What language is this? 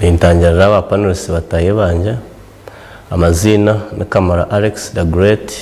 Nyankole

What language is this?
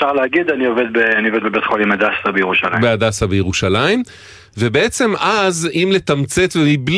Hebrew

